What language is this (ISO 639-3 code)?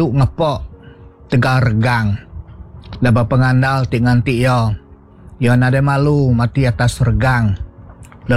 iba